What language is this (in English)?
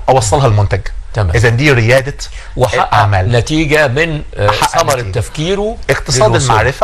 Egyptian Arabic